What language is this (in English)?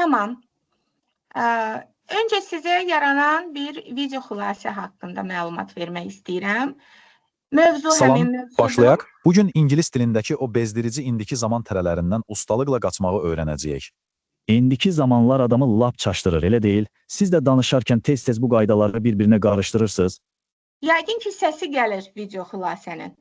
Azerbaijani